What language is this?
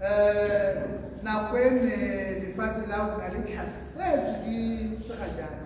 Tswana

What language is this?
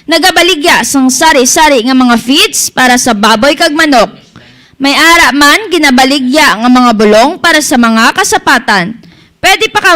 Hiligaynon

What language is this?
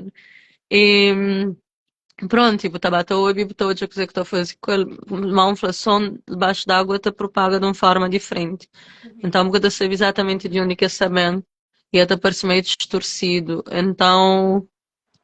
Kabuverdianu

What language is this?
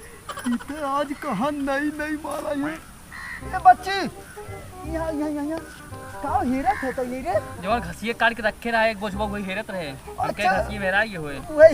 Awadhi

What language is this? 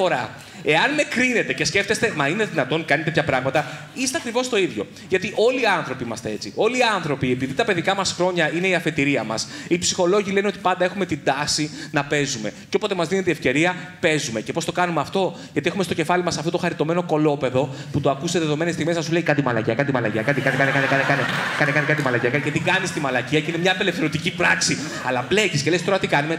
Greek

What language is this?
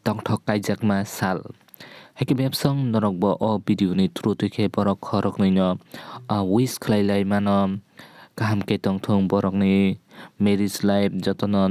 Kok Borok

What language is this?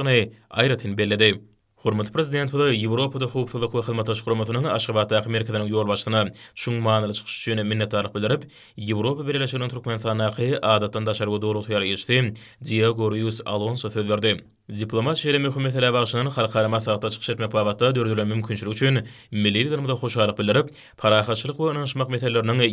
Turkmen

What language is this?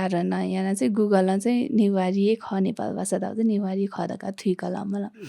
Newari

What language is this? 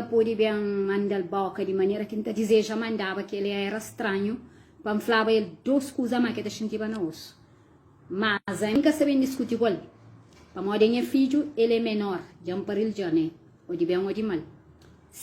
Kabuverdianu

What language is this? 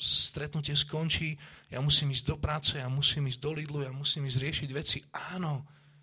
Slovak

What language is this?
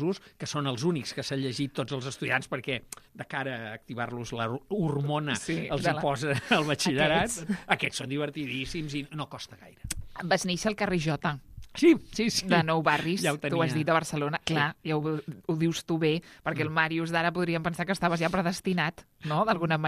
Catalan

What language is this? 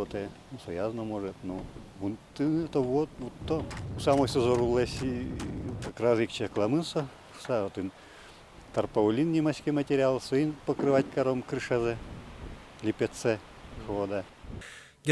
Udmurt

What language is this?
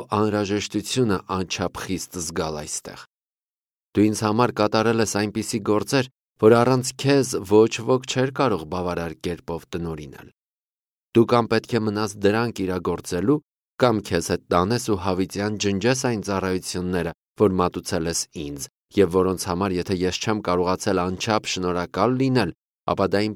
Armenian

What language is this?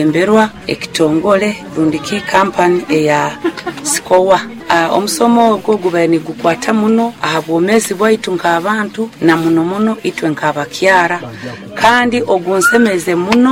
Nyoro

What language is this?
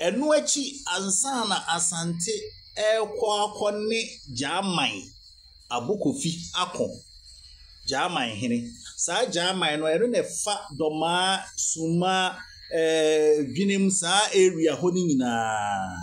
Akan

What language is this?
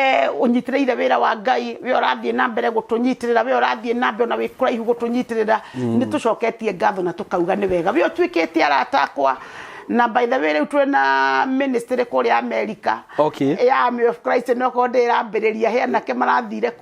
Kikuyu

